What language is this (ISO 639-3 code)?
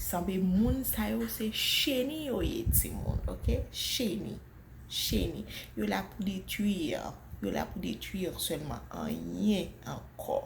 hat